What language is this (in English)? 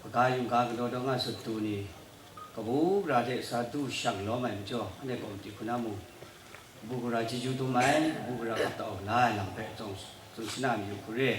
Kachin